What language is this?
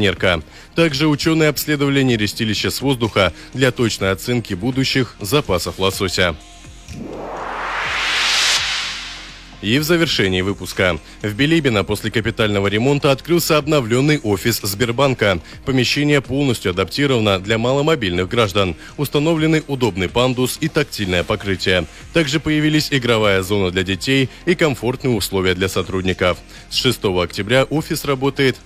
Russian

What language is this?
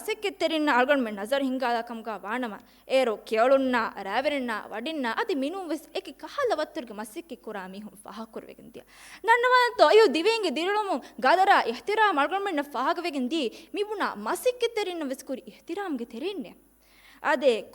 Divehi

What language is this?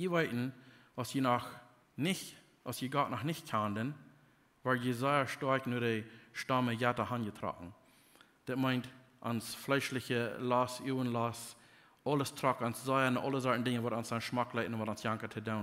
Plautdietsch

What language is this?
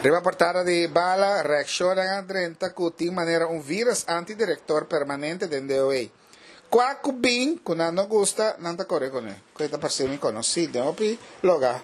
Papiamento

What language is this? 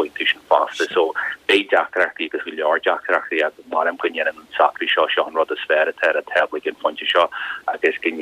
Irish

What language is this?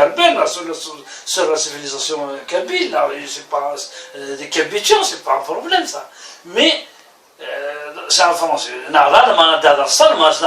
Kabyle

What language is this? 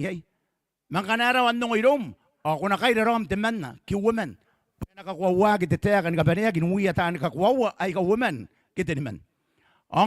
Gilbertese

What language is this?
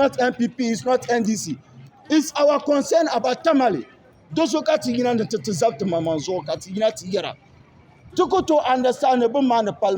Dagbani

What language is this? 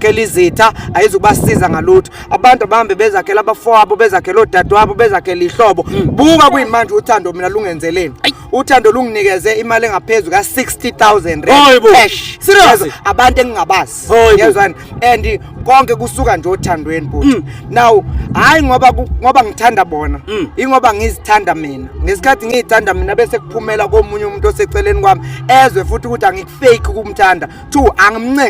Zulu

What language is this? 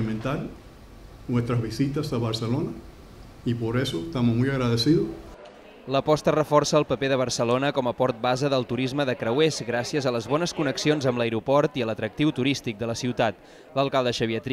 Catalan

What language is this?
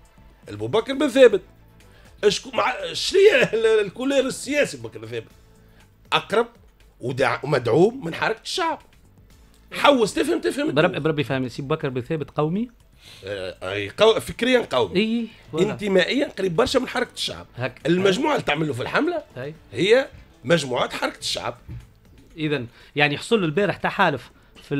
Tunisian Arabic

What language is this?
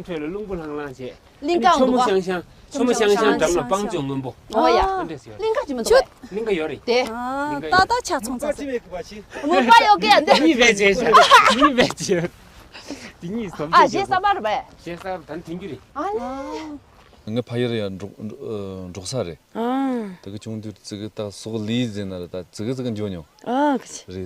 Tibetan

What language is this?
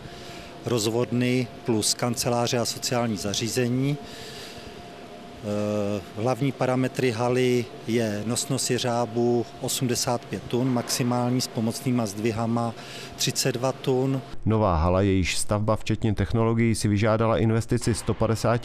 Czech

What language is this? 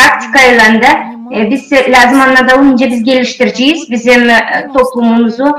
Gagauz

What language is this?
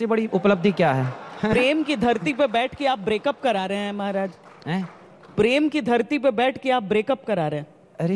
Hindi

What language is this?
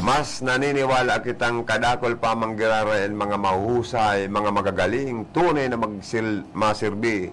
Bikol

